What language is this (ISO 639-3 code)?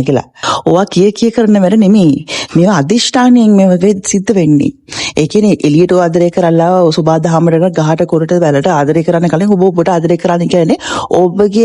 sin